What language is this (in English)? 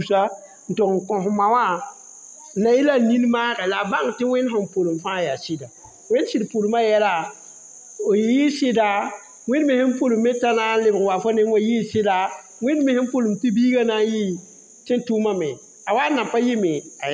Mossi